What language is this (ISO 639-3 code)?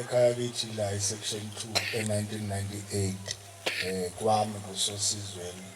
zul